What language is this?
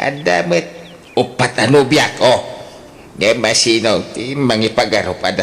Iloko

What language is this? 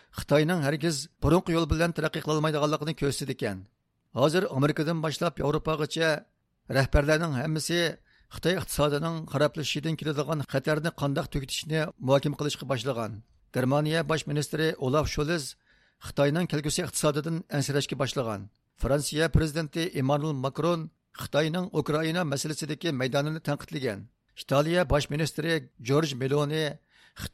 Uyghur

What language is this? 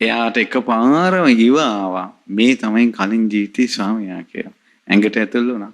Sinhala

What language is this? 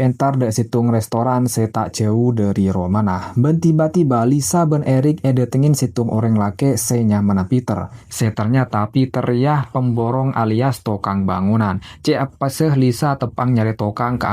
Madurese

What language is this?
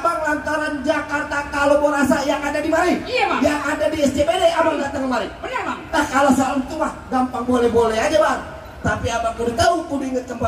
Betawi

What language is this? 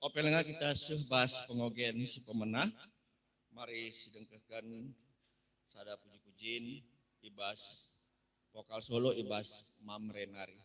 Batak Karo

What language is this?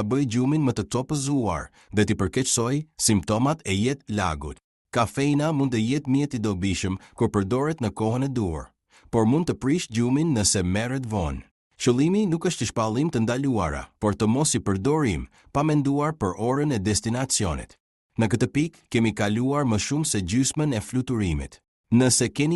Albanian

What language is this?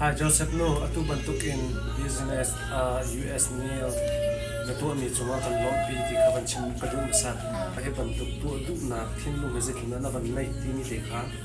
Hakha Chin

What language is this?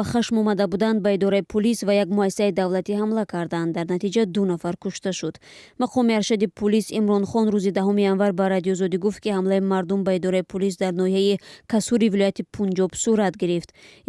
Tajik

